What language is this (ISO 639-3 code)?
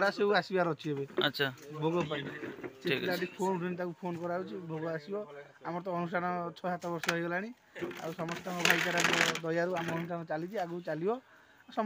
ori